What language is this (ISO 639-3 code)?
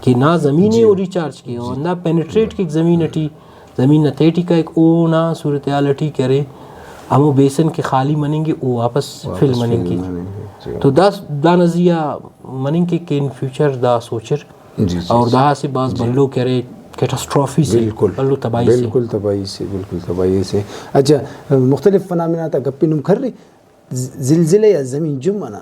brh